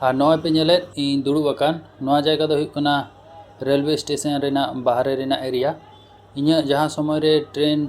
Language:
Santali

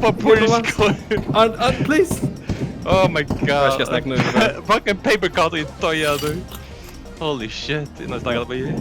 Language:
Faroese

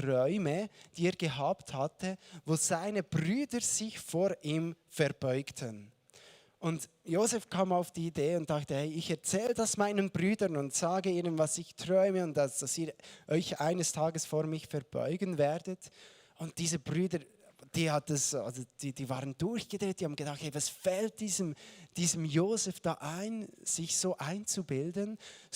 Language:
Swiss German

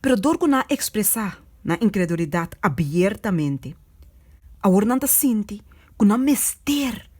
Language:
Papiamento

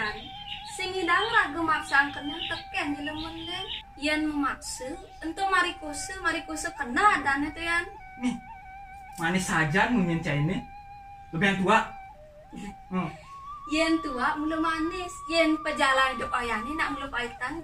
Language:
Balinese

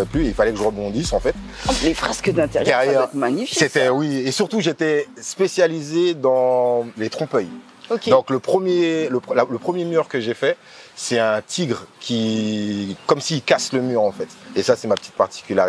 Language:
French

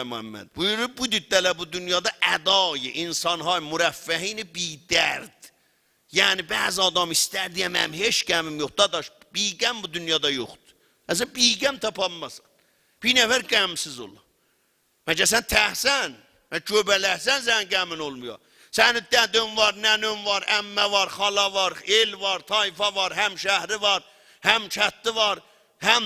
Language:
South Azerbaijani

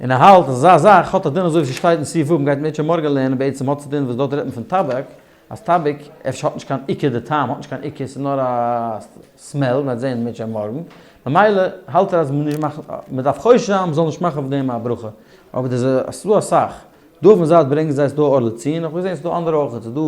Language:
Yiddish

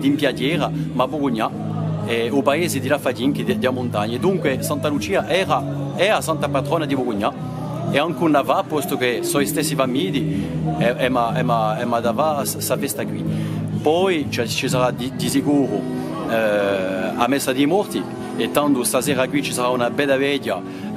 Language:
Corsican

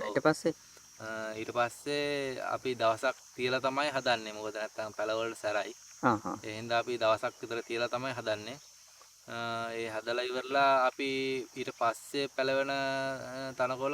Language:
Sinhala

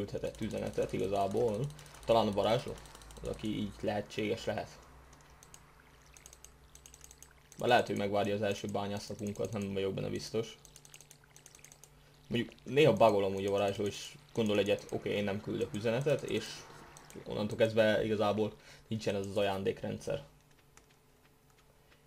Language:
Hungarian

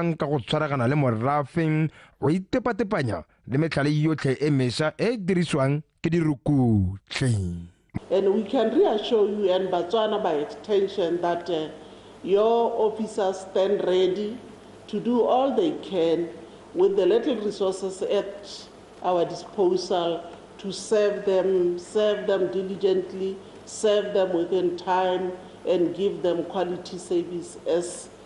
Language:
Tswana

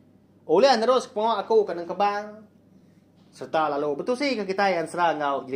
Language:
Iban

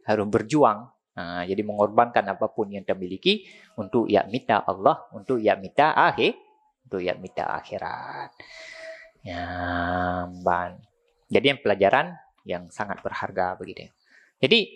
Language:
Achinese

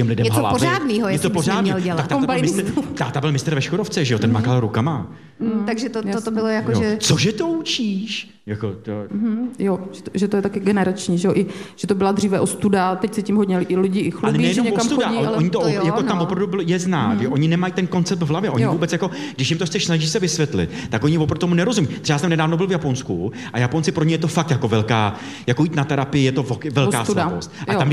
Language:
Czech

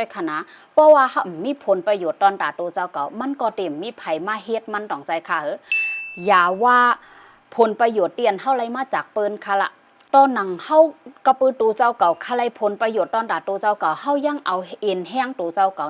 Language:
Shan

